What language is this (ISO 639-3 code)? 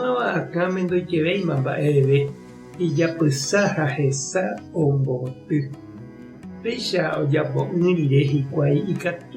grn